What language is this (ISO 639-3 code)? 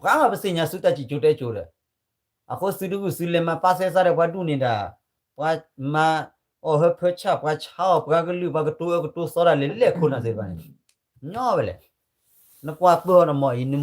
ksw